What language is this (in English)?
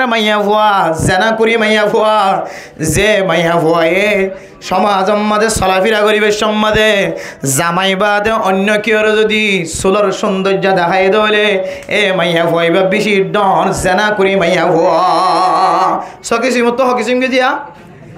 Rohingya